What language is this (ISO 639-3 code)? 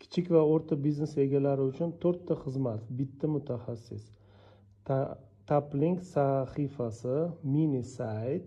uzb